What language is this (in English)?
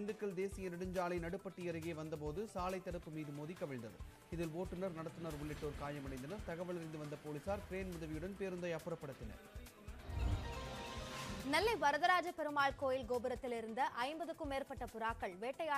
Tamil